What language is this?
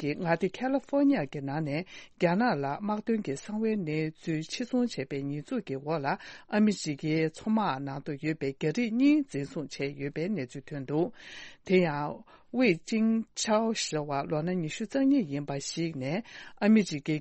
Tibetan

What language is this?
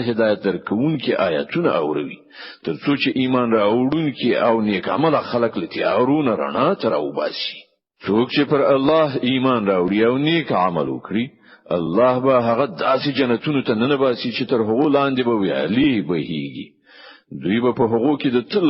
Pashto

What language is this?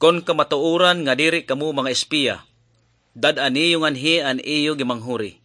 Waray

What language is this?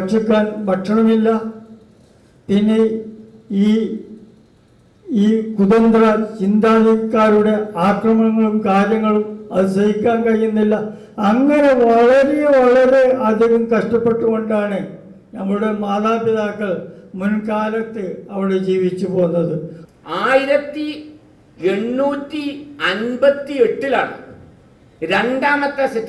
Malayalam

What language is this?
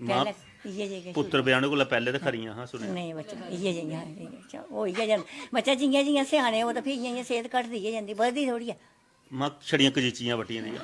Dogri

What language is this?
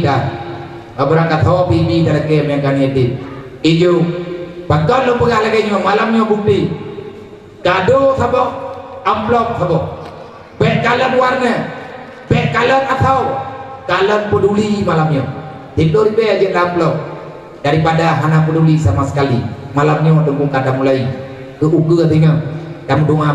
Achinese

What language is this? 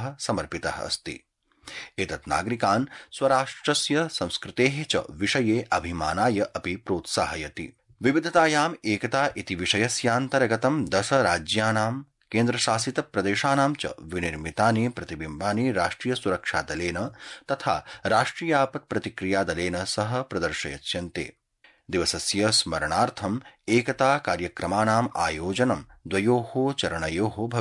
Sanskrit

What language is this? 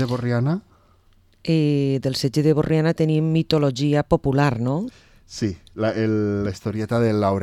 Catalan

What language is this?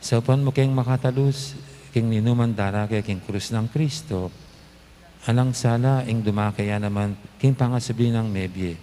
Pampanga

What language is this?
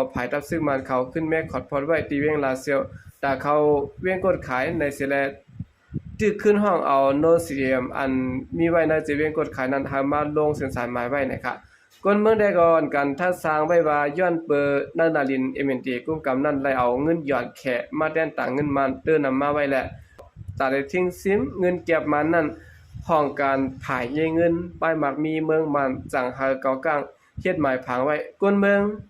Shan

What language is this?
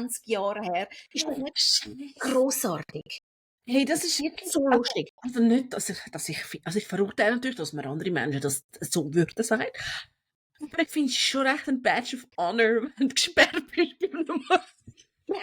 Swiss German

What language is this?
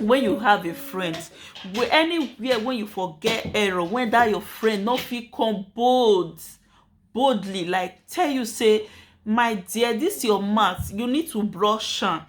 Nigerian Pidgin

